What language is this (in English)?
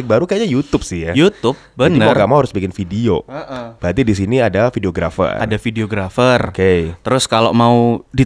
Indonesian